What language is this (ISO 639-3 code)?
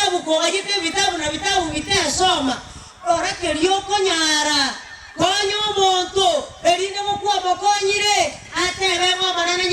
guz